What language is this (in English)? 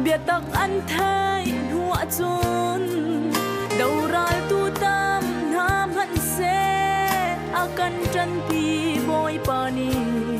Hakha Chin